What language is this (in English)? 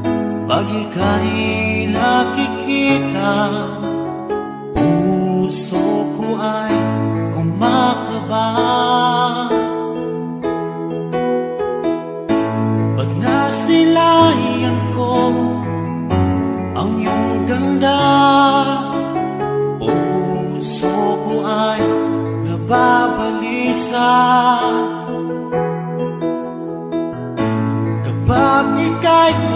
Filipino